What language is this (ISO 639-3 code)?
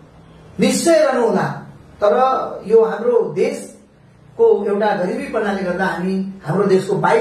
nep